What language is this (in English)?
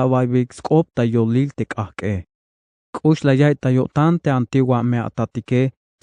Tzeltal